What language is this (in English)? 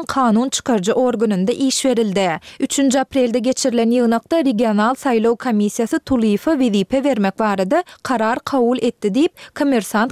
Turkmen